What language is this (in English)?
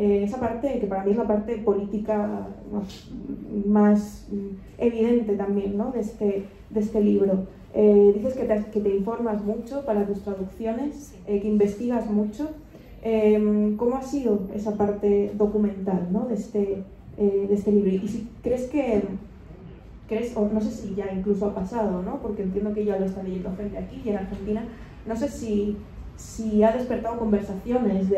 Spanish